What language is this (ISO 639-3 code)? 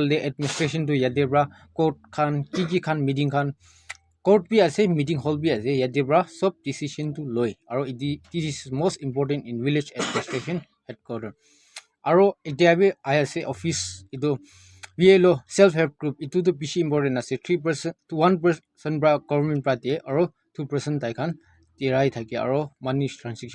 nag